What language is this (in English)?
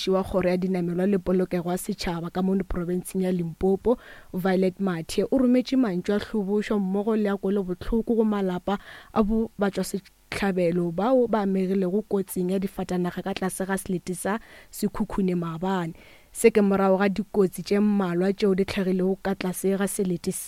Northern Sotho